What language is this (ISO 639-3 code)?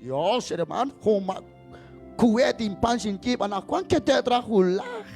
kek